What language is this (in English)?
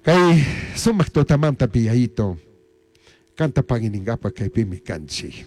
Chimborazo Highland Quichua